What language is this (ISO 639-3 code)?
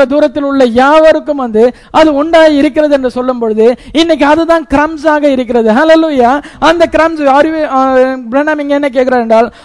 tam